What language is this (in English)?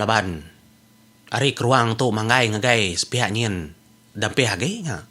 Iban